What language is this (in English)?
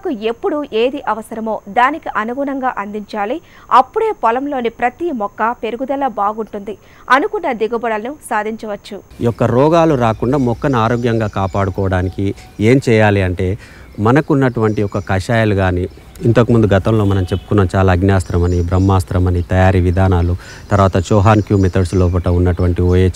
Telugu